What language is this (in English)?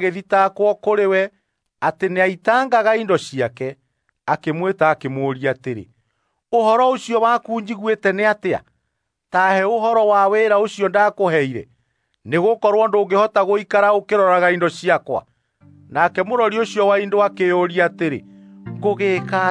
Kikuyu